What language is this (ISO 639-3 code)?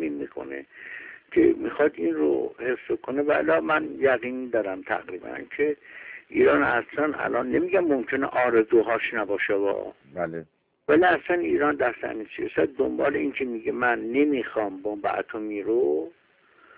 fas